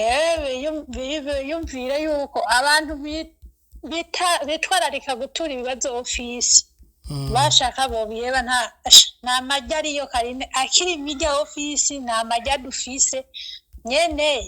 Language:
Rundi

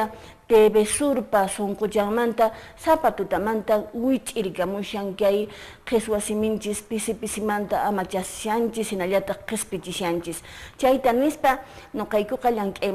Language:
Quechua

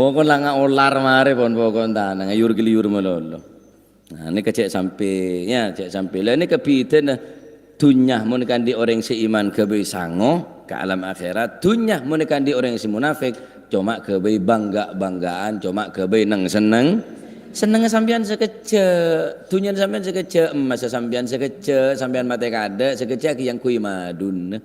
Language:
Madurese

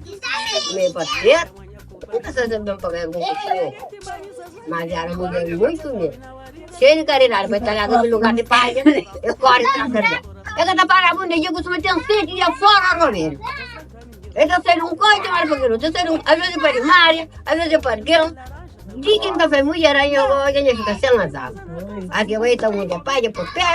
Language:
Kabuverdianu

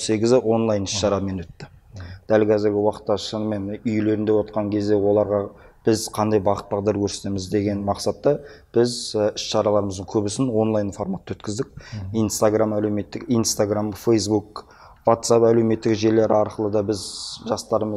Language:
Kazakh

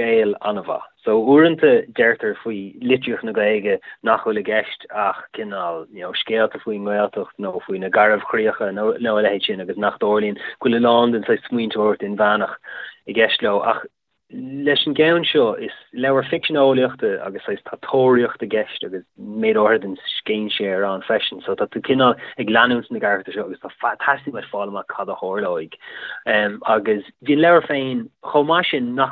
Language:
Irish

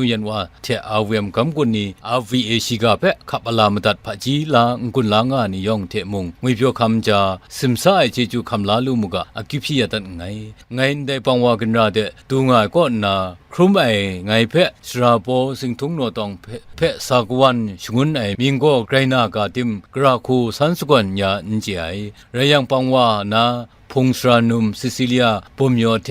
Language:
Kachin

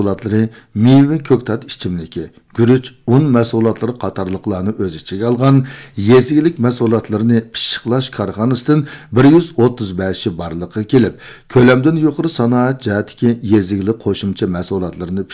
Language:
Uyghur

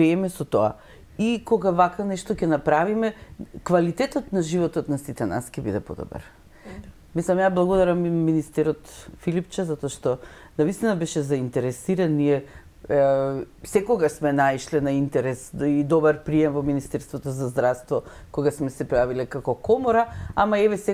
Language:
Macedonian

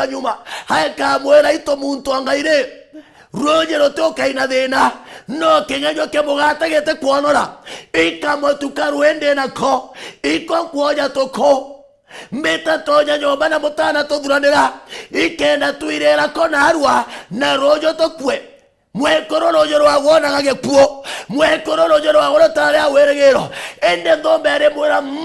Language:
Meru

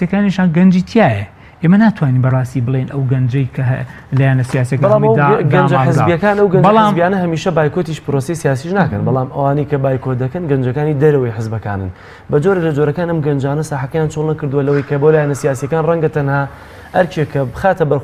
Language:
Central Kurdish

